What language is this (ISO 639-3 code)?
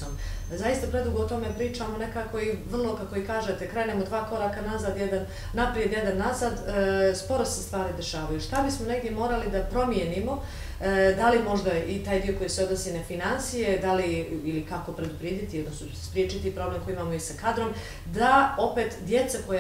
bos